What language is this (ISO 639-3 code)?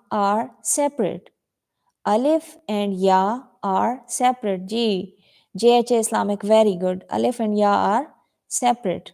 skr